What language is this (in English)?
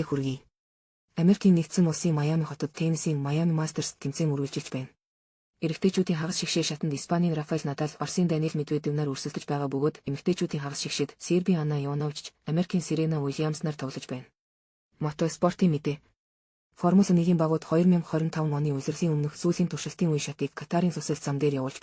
Mongolian